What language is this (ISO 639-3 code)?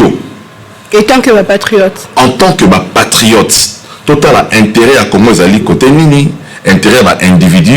lin